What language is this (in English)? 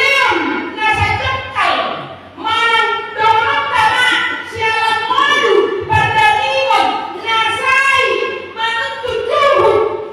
Batak Toba